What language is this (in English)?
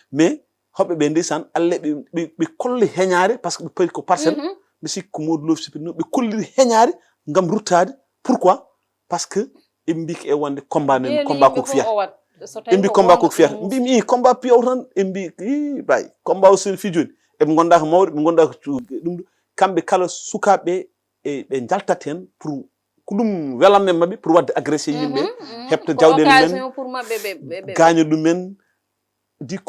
Fula